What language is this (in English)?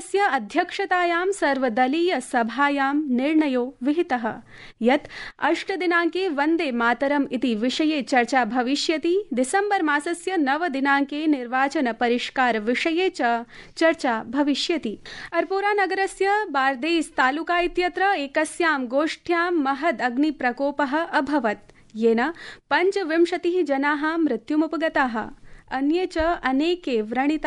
Sanskrit